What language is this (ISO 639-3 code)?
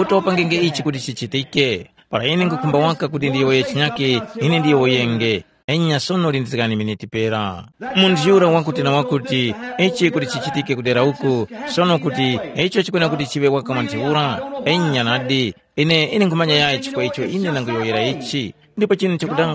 tum